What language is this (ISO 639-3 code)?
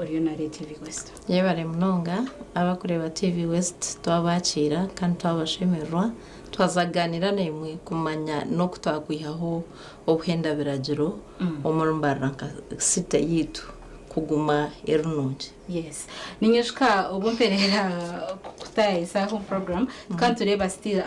nyn